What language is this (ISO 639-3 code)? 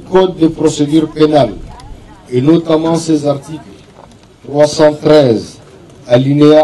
fra